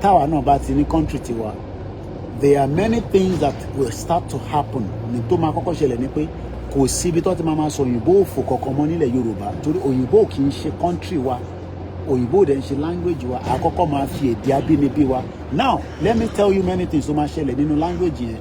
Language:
Yoruba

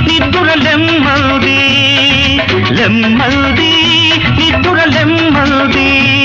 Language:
Telugu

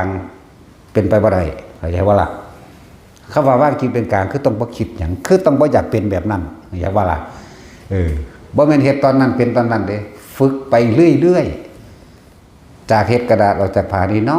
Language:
Northeastern Thai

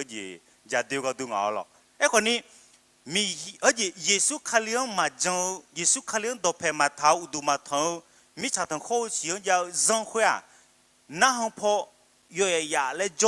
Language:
Akha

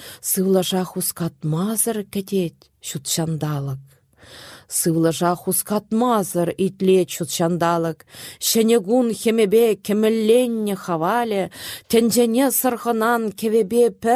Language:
Chuvash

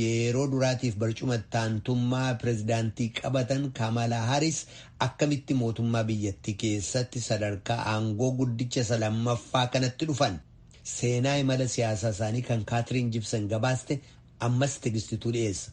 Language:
Oromo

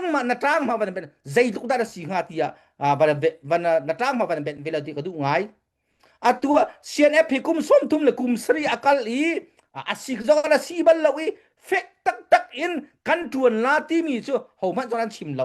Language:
Hakha Chin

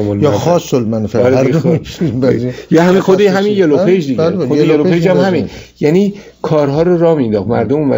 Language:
Persian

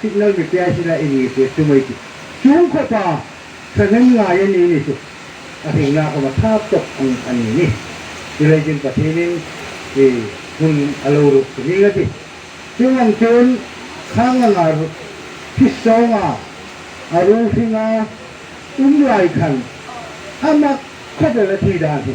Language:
Hmar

